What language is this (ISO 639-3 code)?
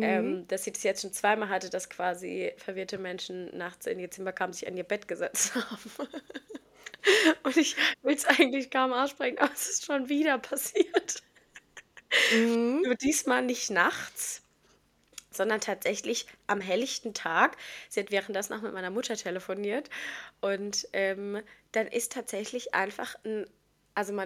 deu